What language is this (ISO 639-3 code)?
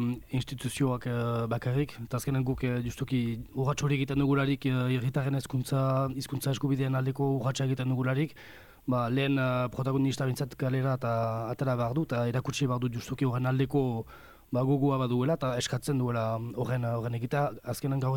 eus